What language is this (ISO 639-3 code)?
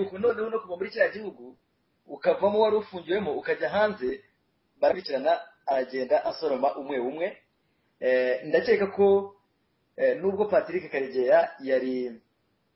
kin